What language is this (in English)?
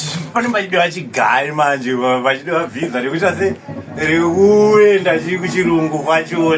Shona